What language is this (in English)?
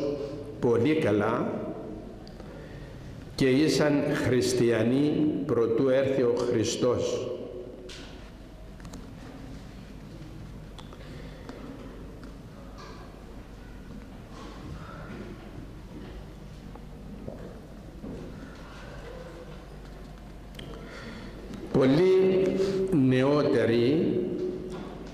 Greek